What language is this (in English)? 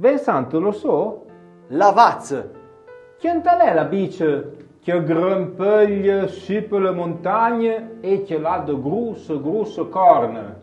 Arpitan